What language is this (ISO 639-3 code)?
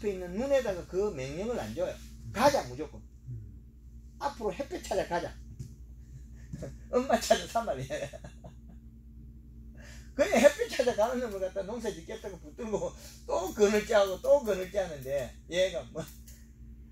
kor